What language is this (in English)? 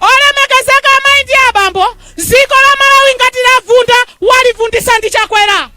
Nyanja